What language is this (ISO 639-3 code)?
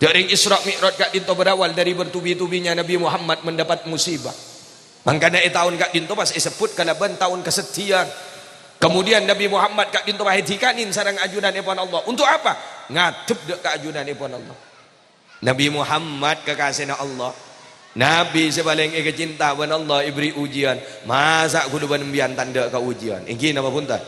mad